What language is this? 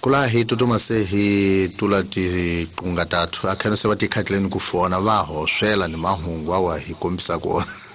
Tsonga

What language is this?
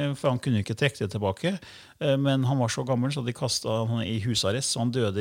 Norwegian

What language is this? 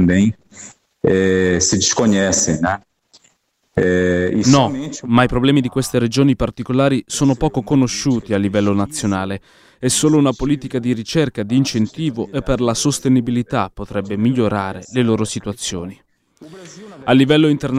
Italian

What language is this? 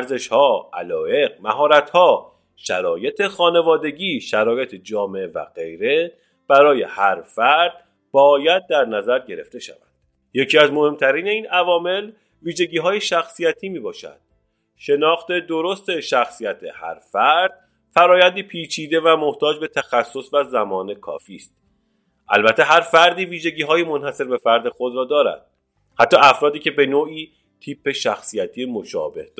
Persian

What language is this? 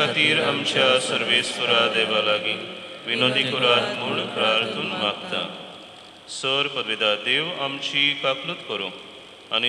Konkani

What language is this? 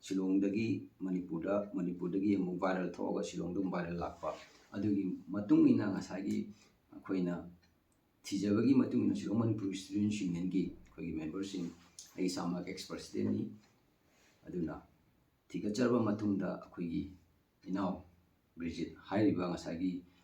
Manipuri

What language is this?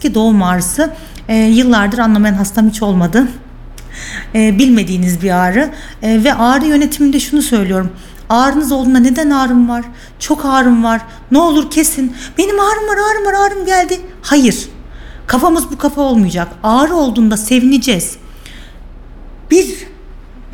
Turkish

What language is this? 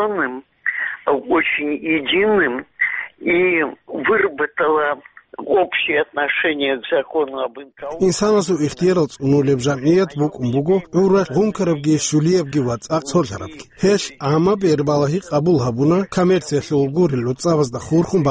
Avaric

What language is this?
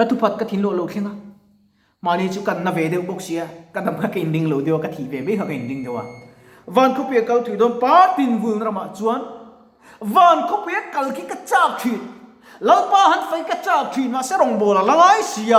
Mizo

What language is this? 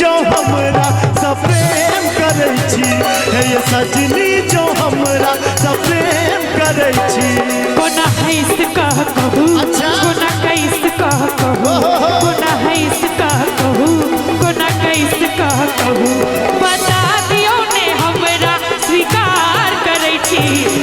Maithili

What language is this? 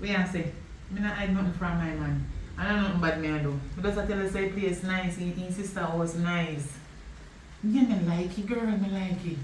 Jamaican Creole English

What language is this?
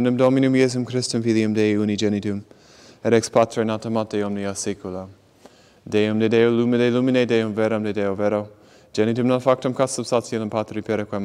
Latin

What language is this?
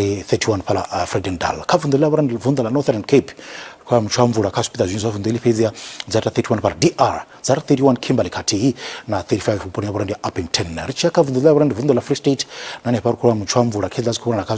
Venda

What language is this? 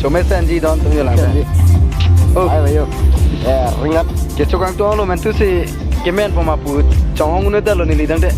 Karbi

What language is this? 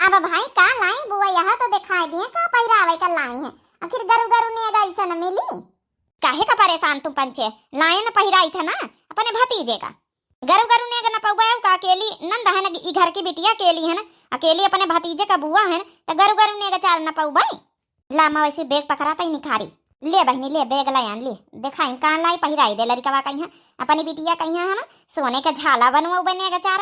Awadhi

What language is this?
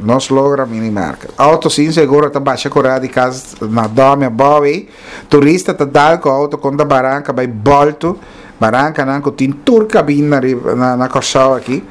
Papiamento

